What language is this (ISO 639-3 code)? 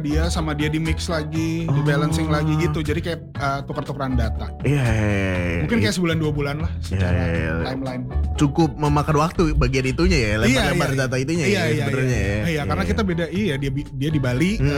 ind